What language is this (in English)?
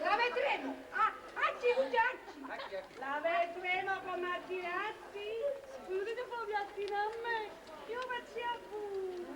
Neapolitan